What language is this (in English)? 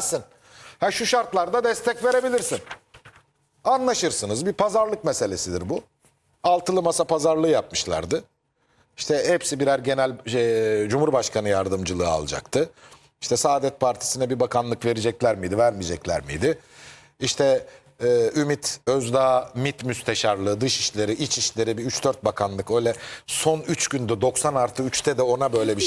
Turkish